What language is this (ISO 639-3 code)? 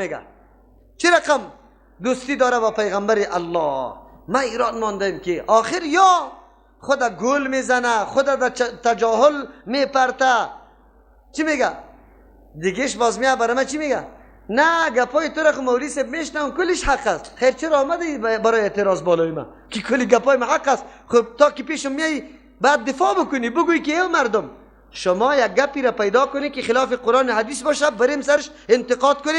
fas